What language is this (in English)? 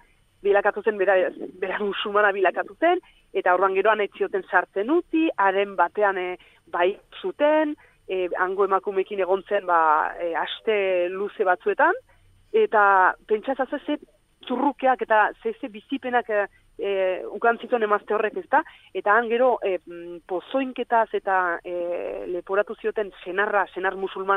Basque